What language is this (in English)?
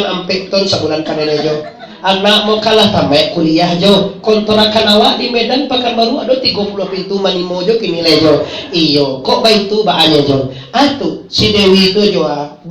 Minangkabau